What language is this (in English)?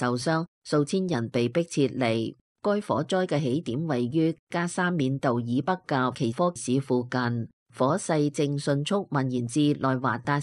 Cantonese